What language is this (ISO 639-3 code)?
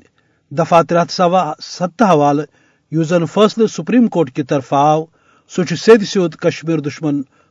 kas